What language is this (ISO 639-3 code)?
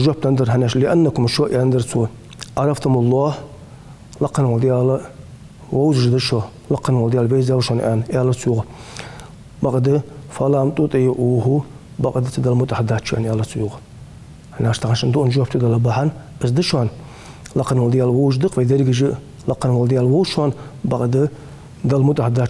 inh